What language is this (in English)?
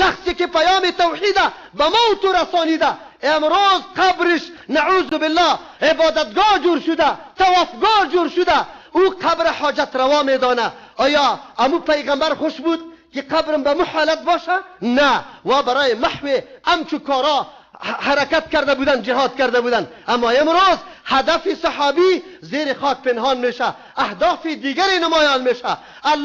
Persian